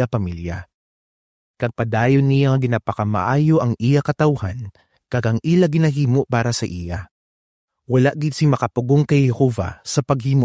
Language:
Hiligaynon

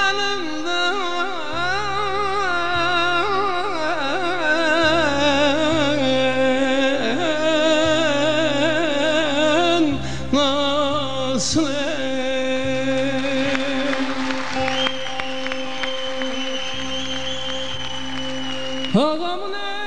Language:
Turkish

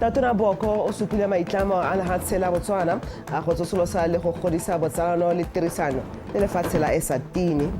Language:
Tswana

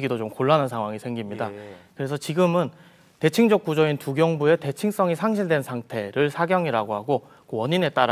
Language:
Korean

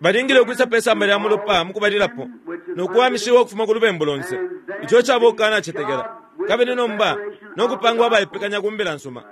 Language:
Bemba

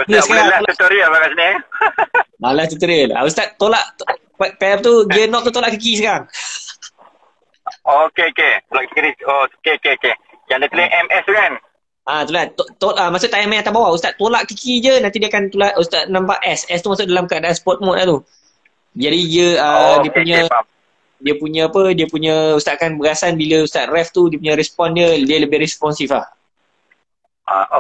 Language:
Malay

